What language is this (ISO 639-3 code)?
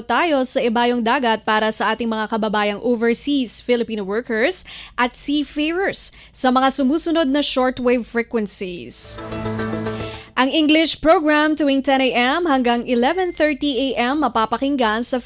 fil